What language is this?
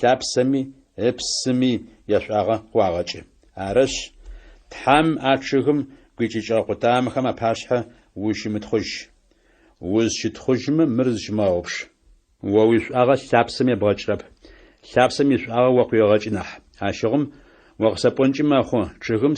Adyghe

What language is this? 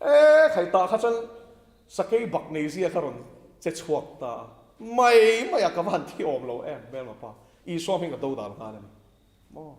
Mizo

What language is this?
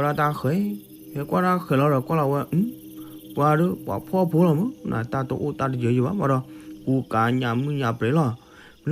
S'gaw Karen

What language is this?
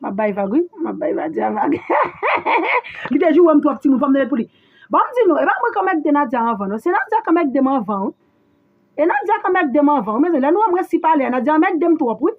Haitian Creole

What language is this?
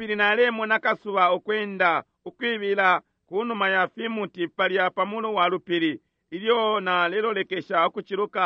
Bemba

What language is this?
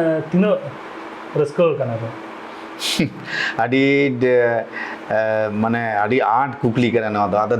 Santali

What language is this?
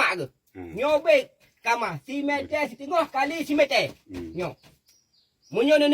Achinese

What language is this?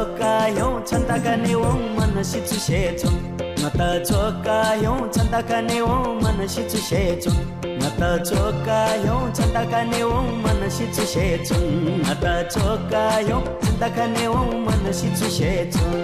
Newari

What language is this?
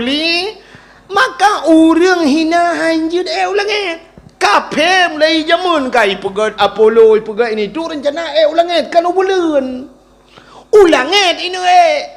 Achinese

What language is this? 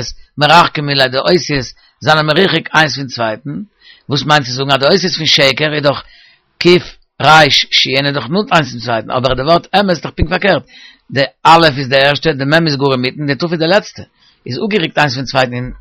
Yiddish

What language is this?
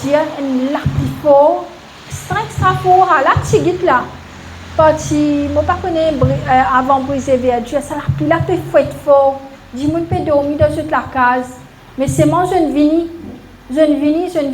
Morisyen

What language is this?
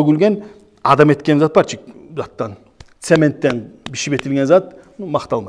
Kumyk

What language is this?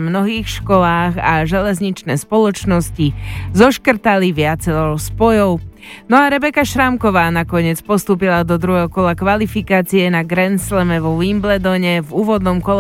Slovak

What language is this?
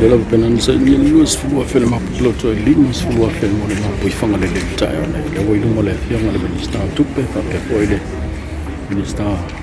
Samoan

